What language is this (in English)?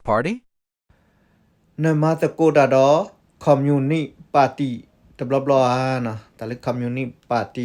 S'gaw Karen